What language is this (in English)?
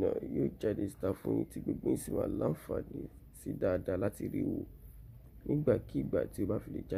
Yoruba